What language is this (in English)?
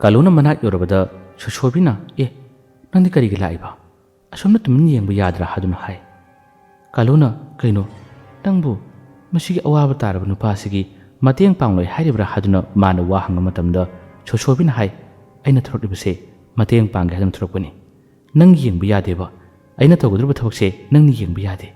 Manipuri